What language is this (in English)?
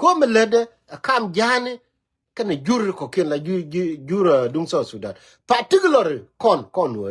Nuer